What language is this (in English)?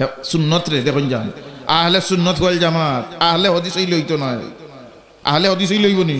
Sylheti